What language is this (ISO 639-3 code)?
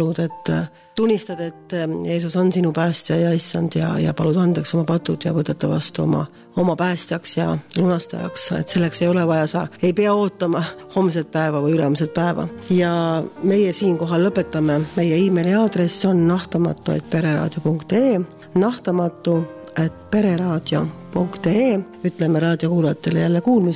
est